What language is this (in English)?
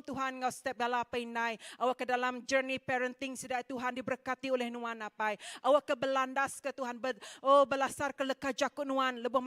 Iban